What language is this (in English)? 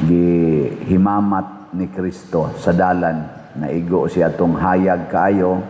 Cebuano